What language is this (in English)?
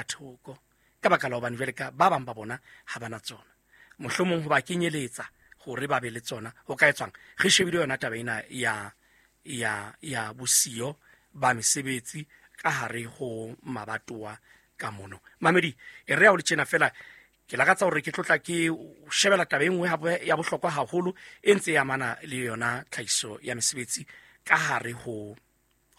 Southern Sotho